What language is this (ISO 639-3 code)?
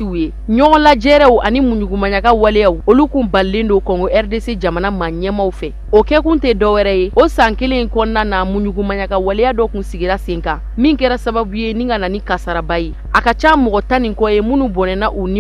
bam